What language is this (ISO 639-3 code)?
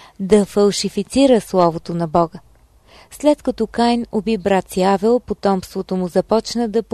bul